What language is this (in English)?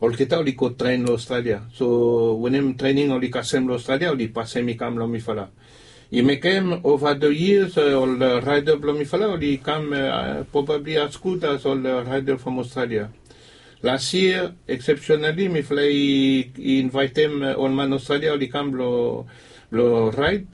Bislama